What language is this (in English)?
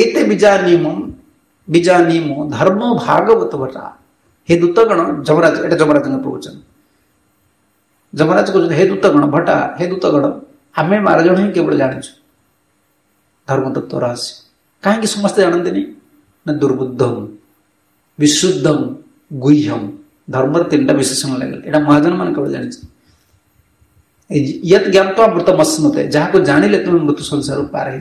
Odia